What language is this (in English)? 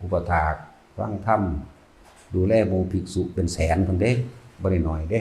Lao